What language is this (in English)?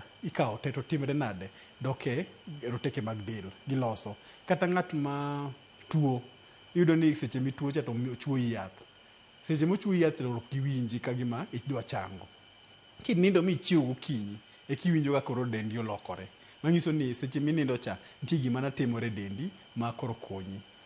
Luo (Kenya and Tanzania)